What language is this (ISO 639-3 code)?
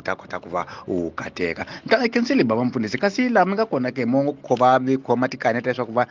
tso